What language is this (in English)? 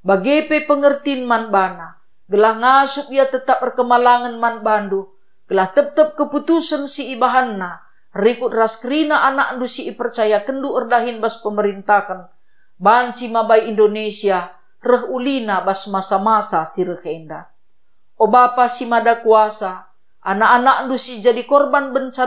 Batak Karo